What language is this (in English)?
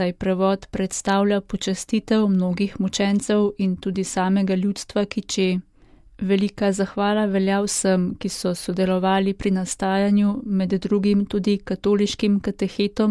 Slovenian